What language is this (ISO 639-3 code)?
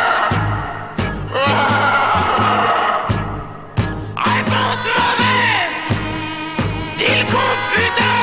fra